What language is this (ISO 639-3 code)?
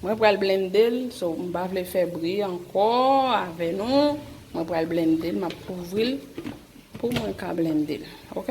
hat